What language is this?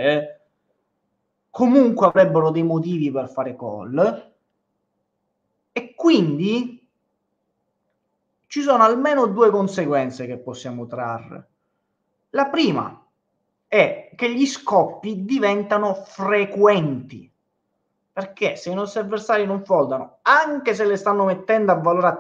Italian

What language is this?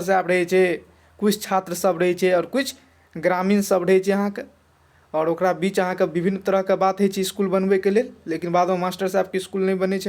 Maithili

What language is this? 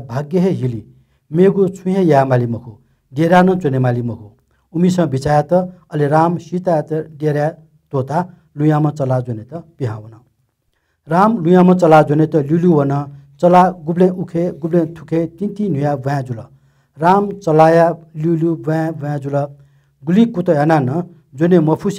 Newari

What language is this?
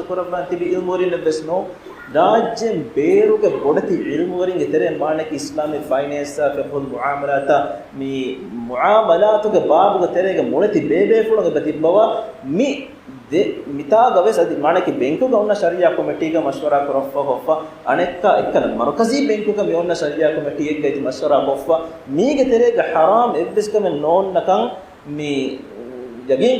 Divehi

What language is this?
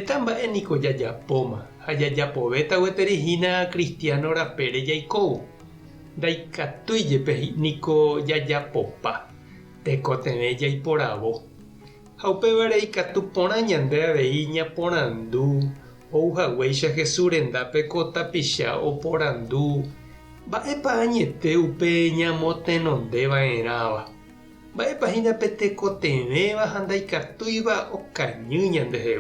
Guarani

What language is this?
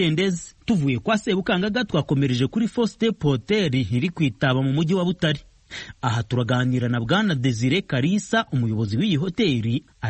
Kinyarwanda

